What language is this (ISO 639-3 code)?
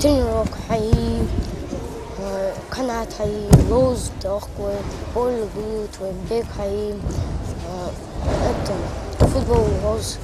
inh